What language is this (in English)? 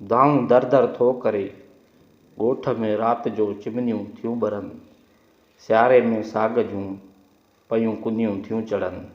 Sindhi